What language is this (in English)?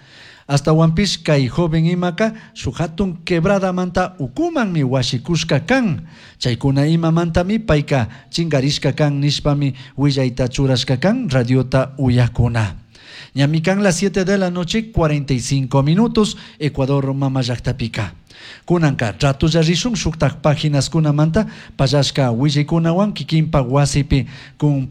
Chimborazo Highland Quichua